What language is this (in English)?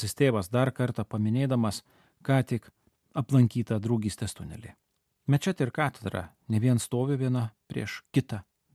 Lithuanian